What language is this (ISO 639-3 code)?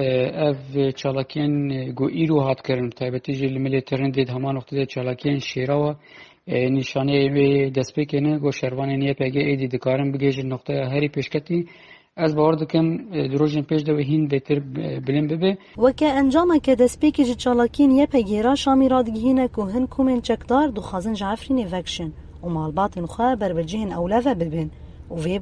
kur